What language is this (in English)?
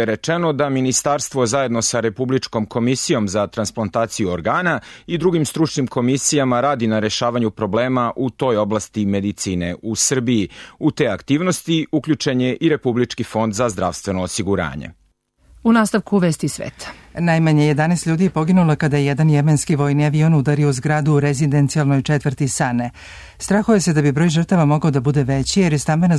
Serbian